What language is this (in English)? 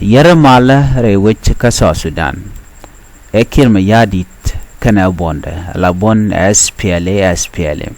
Nuer